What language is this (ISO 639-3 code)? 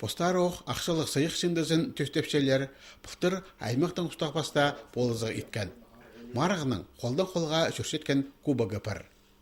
kjh